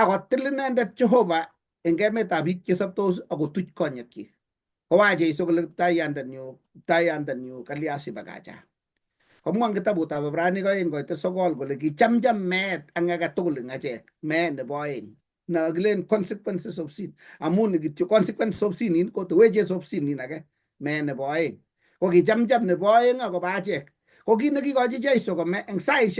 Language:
Kalenjin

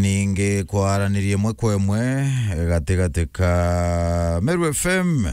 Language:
Meru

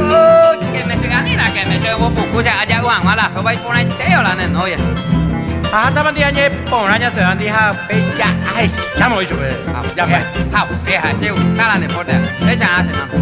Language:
Guarani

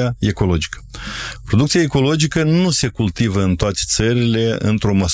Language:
Romanian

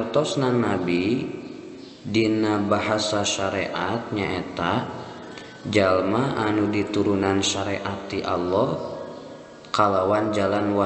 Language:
Sundanese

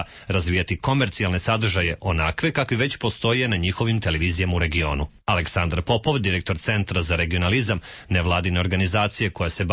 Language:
Serbian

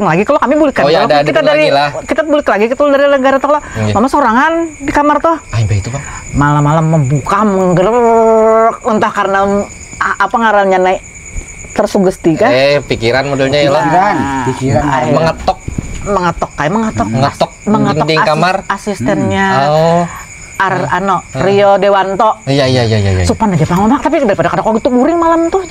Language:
Banjar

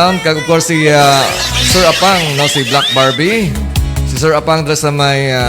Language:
Hiligaynon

